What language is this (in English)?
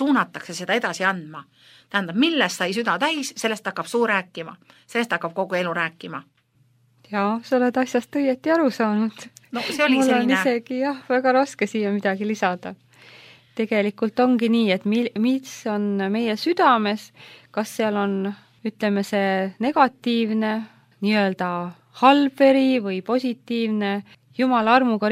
Estonian